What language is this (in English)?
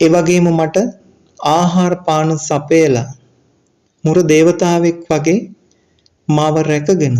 Sinhala